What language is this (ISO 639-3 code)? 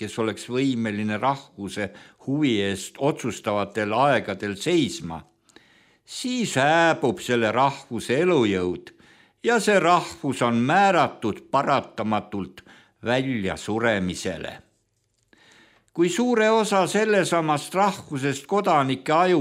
est